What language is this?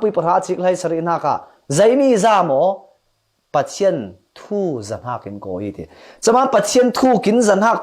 Falam Chin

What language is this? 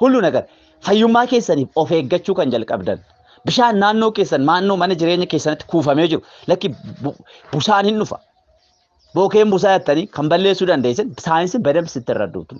Oromo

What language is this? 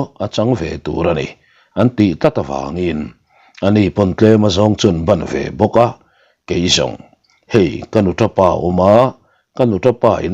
Mizo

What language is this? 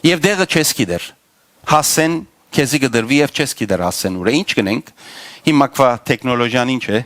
Western Armenian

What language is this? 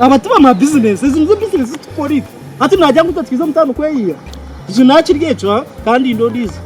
Nyankole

